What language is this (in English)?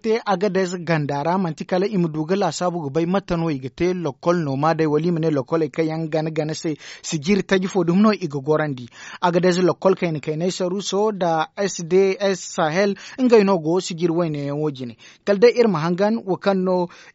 Zarma